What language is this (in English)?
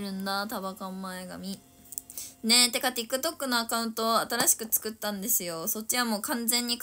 Japanese